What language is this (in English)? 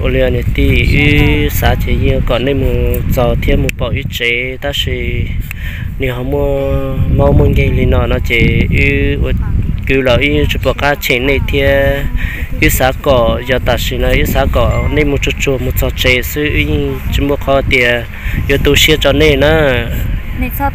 Hmong